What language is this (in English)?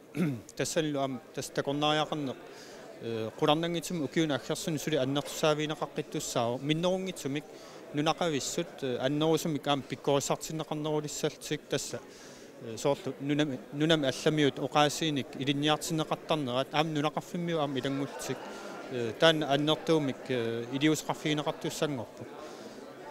Kalaallisut